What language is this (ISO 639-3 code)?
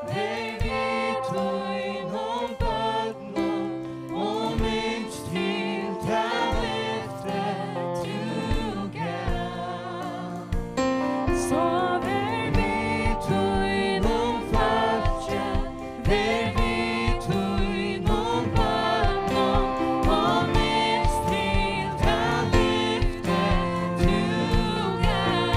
fao